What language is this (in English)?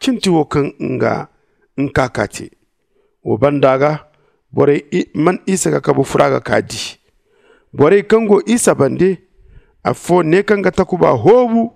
Zarma